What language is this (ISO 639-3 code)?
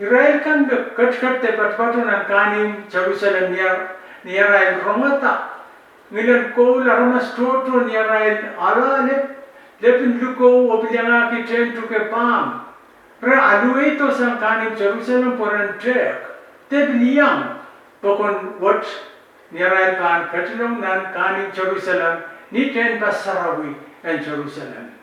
pon